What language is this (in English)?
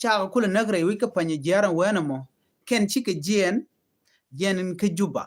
Nuer